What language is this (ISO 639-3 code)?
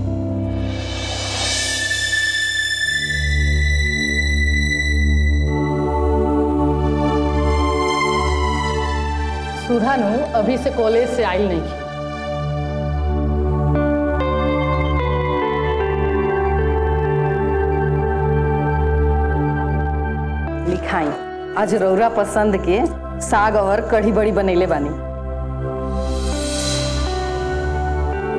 bho